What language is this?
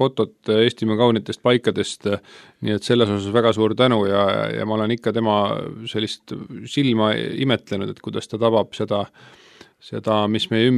Estonian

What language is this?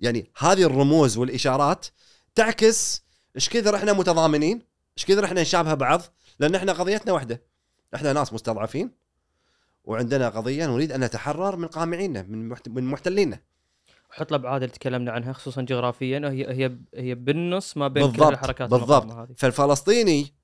Gulf Arabic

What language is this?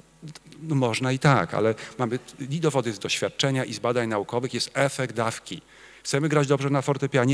Polish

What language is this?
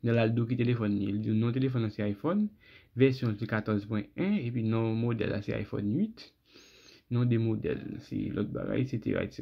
Haitian Creole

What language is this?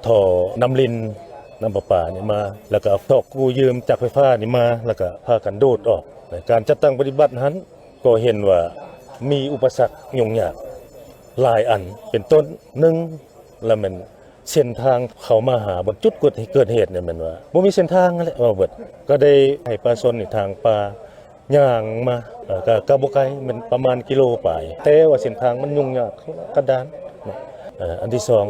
Lao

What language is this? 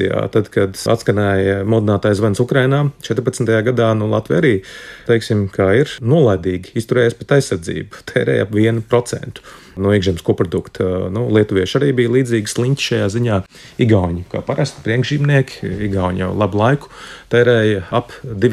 Latvian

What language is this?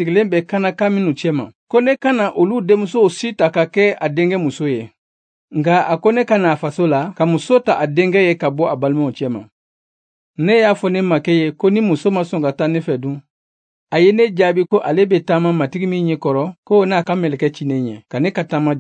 Bambara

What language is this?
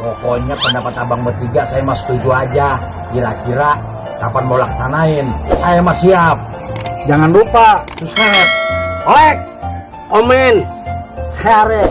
Betawi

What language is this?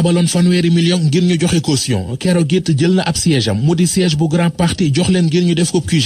Wolof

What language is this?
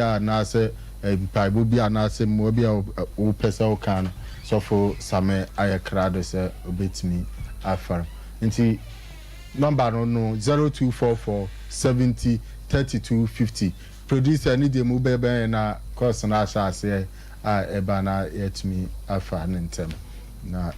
Akan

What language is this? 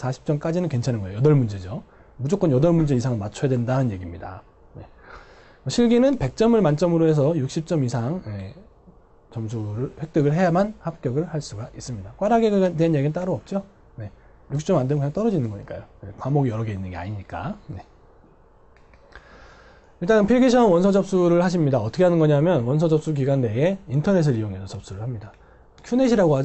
Korean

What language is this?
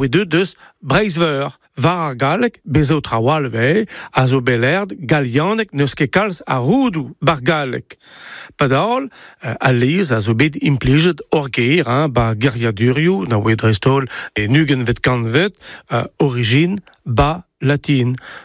Breton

